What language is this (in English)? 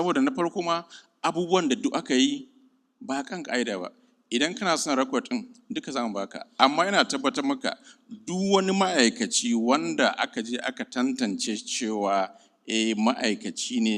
Hausa